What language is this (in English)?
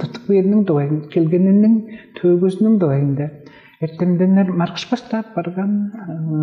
Tuvinian